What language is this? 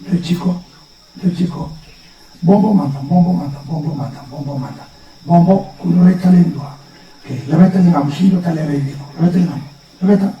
Fijian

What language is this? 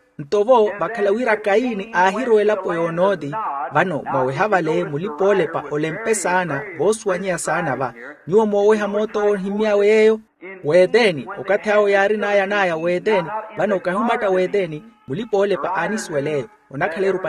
Makhuwa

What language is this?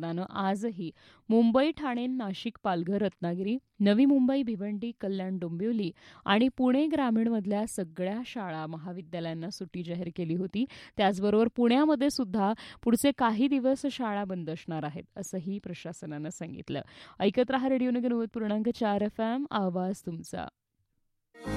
Marathi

